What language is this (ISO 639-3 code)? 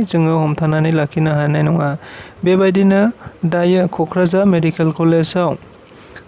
brx